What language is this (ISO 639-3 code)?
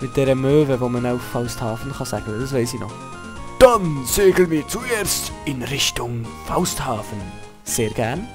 gsw